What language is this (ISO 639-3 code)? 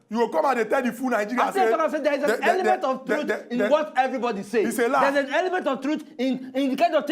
pcm